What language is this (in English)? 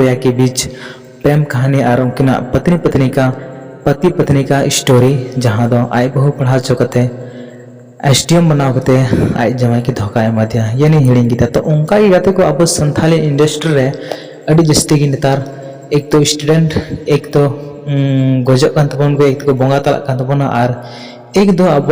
Santali